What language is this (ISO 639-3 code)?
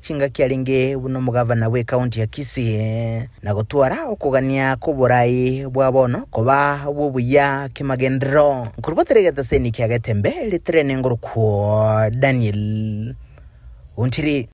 guz